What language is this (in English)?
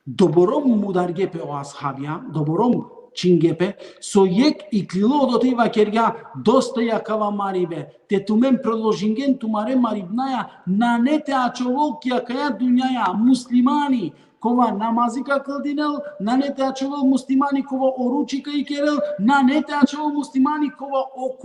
Balkan Romani